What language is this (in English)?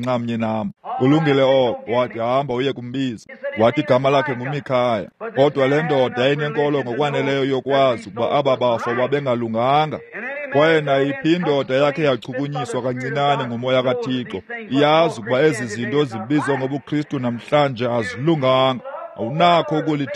Xhosa